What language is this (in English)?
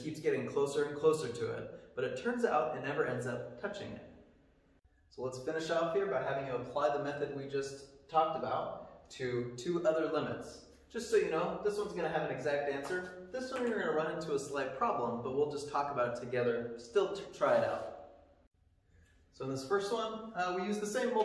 English